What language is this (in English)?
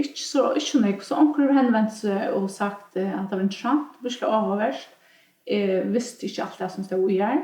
Faroese